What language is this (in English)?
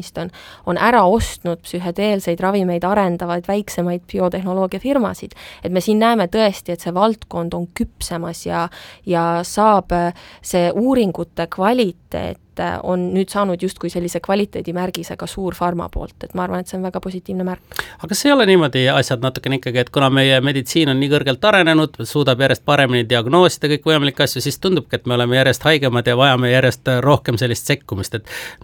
Estonian